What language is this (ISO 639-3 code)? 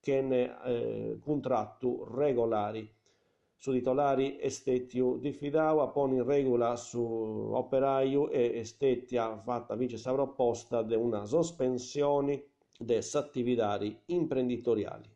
srd